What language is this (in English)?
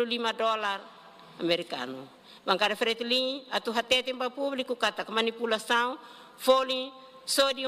Tetum